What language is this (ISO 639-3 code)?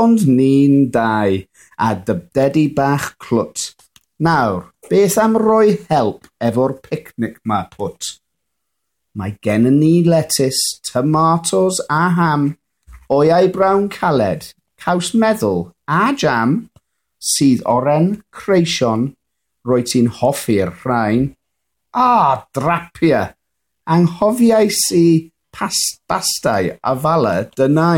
cym